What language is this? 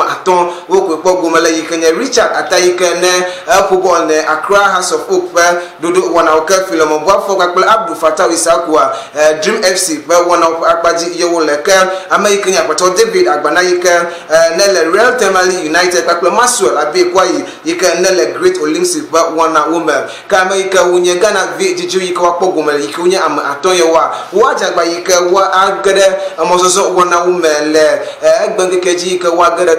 Ewe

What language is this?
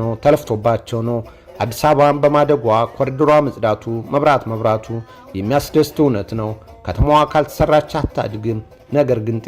Amharic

